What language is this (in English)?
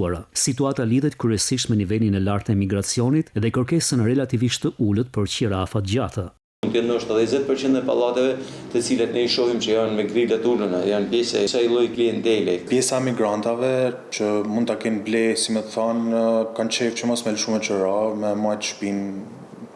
Albanian